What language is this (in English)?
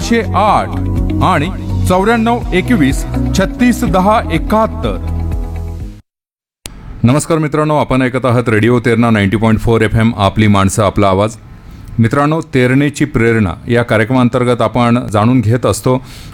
Marathi